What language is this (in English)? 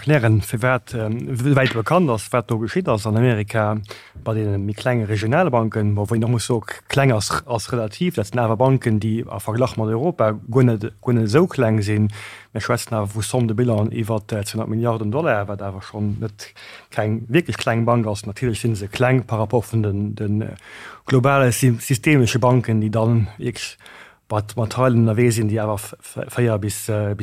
Luxembourgish